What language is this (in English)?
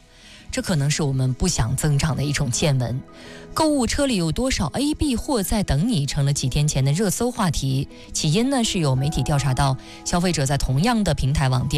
Chinese